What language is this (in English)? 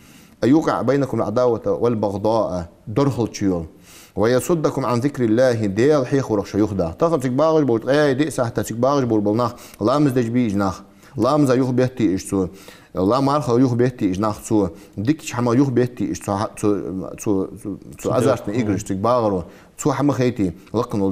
Ingush